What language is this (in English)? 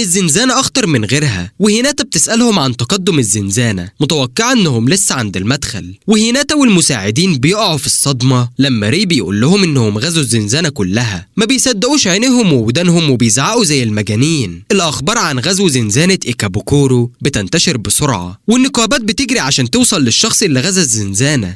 Egyptian Arabic